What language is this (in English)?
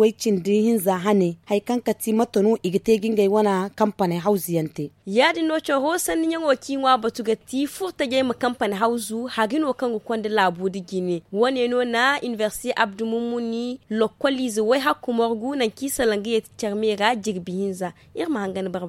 Zarma